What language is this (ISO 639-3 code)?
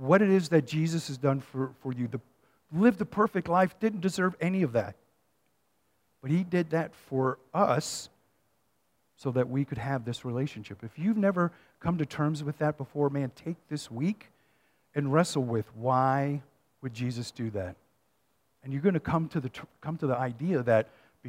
eng